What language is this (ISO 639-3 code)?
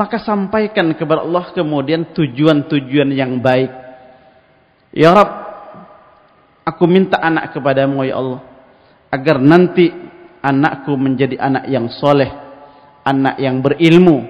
ind